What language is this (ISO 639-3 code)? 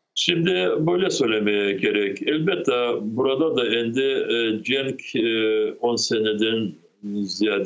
crh